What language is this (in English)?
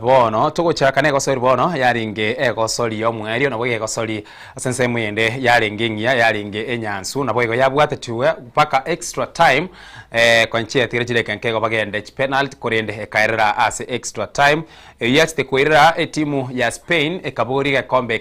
Gusii